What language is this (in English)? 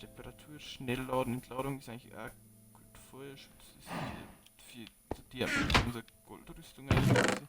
Bavarian